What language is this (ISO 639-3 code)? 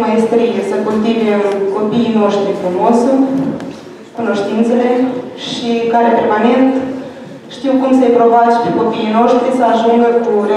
ron